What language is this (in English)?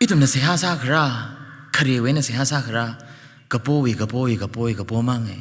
Tangkhul Naga (India)